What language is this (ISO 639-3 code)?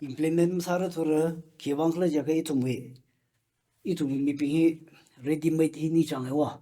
nmf